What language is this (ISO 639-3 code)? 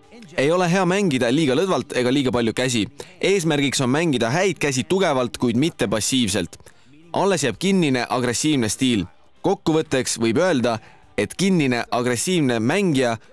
est